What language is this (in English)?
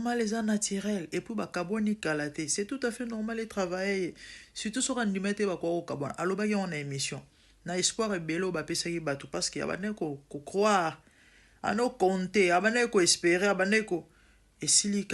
Lingala